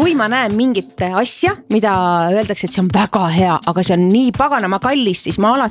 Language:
Estonian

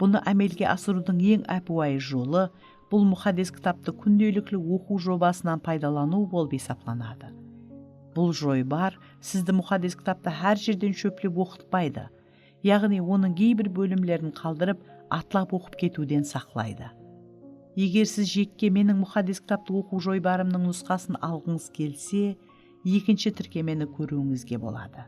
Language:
Kara-Kalpak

